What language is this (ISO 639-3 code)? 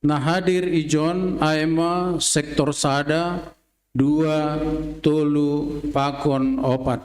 bts